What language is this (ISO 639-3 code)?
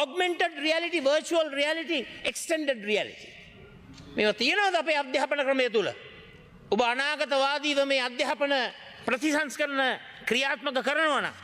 sin